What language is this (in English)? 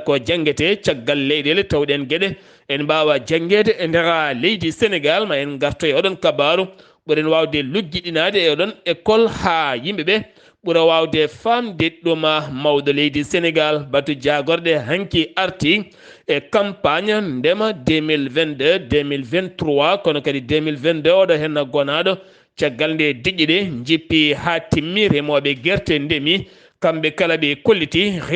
Fula